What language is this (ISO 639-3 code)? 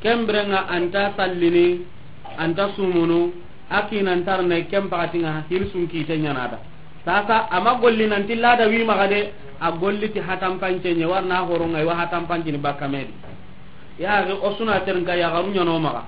snk